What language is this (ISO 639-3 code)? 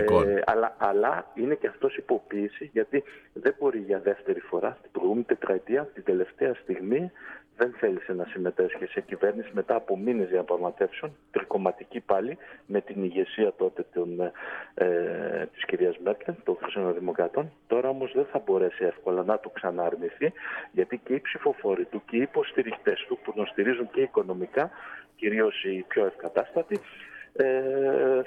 ell